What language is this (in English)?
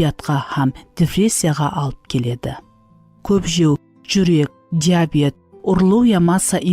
Kara-Kalpak